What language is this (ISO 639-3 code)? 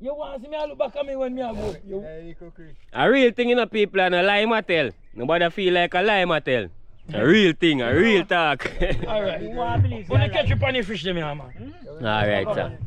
jam